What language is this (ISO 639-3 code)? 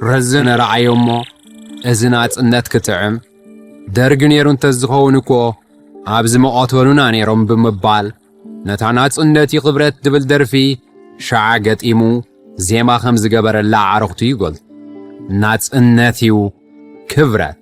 tir